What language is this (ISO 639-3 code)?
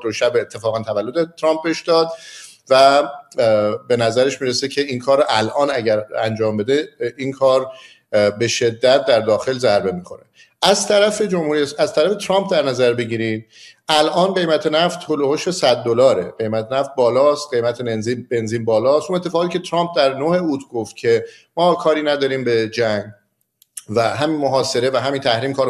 fas